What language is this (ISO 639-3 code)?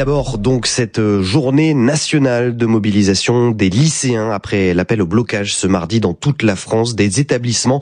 fra